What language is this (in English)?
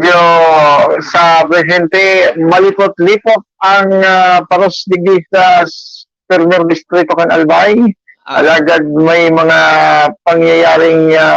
Bikol